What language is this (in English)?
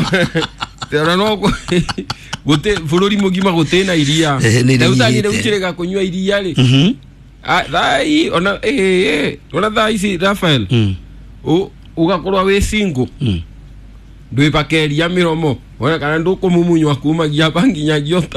Kikuyu